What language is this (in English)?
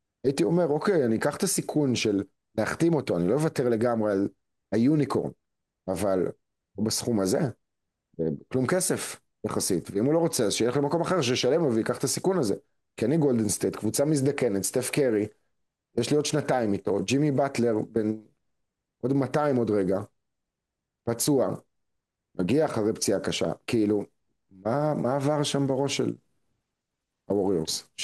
Hebrew